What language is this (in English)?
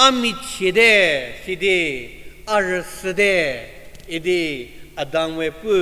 Angami Naga